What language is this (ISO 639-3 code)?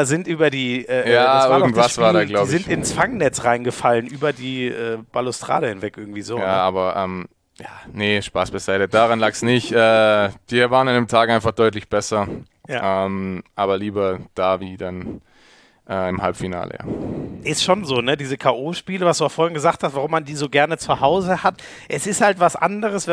deu